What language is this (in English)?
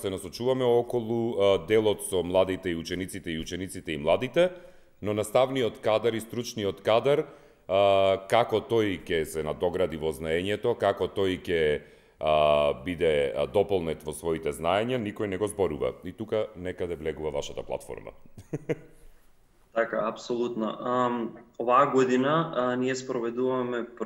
Macedonian